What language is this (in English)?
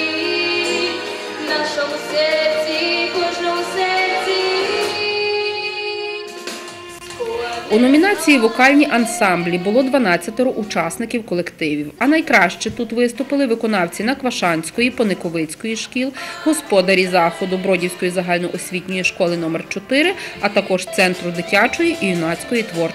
Ukrainian